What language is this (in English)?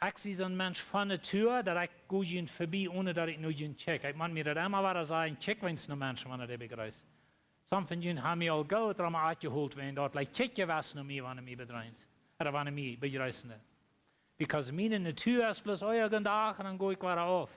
Plautdietsch